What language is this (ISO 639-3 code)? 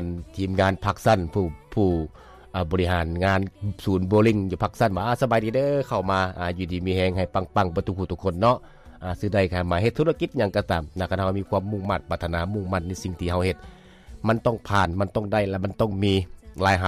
lao